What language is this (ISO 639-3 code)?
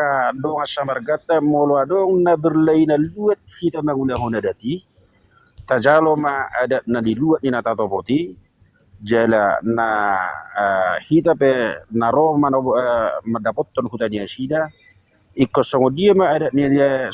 bbc